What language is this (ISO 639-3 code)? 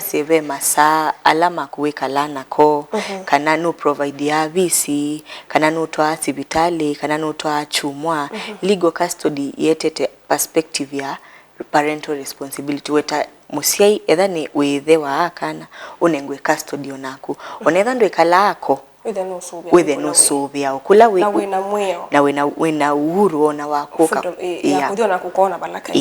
kam